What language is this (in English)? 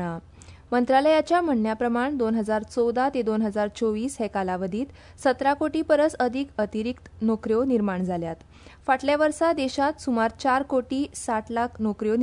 Konkani